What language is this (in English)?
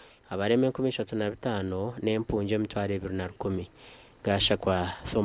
Nyankole